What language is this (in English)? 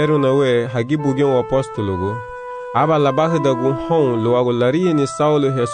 Garifuna